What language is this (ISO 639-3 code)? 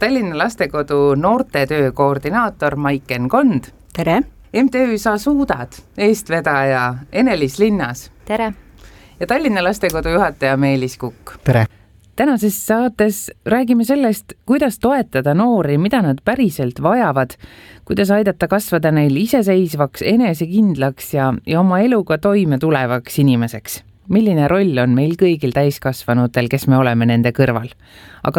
est